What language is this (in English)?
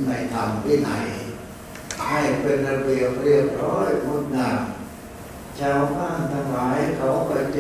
Thai